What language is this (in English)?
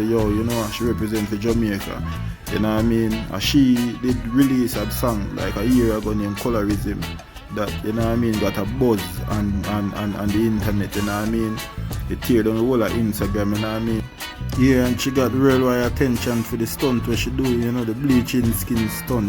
Jamaican Creole English